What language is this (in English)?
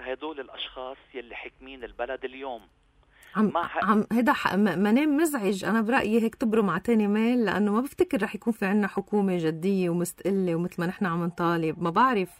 North Levantine Arabic